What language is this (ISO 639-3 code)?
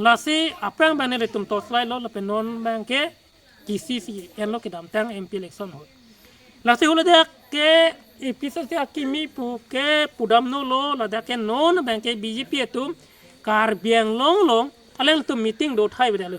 mjw